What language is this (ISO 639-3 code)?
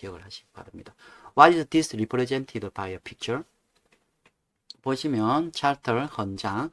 kor